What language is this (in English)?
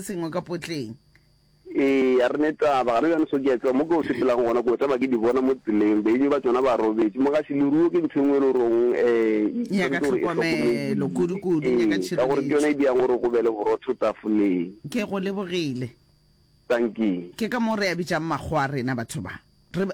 Northern Sotho